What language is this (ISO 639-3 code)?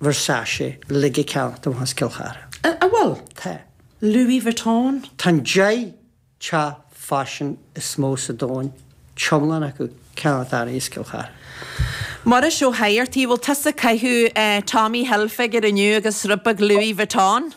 gle